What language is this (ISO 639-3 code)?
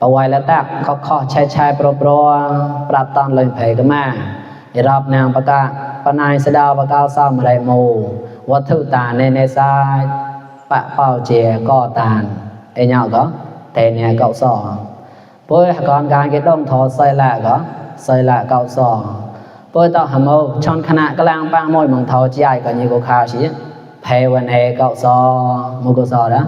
mnw